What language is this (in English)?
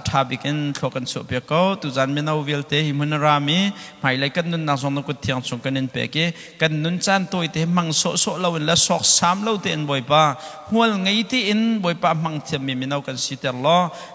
Hakha Chin